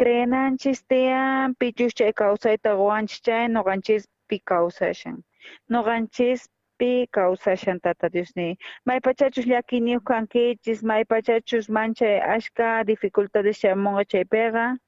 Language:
South Bolivian Quechua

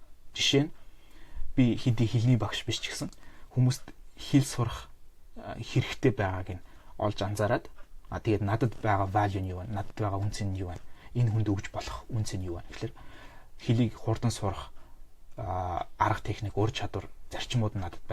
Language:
Mongolian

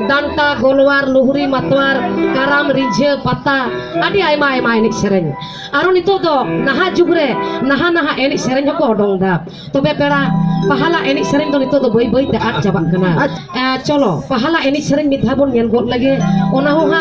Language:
Santali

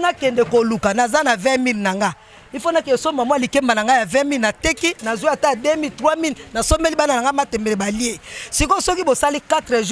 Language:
Lingala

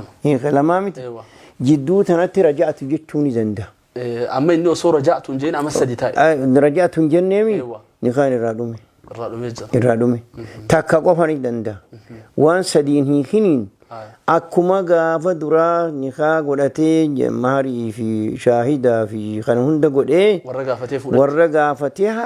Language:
Oromo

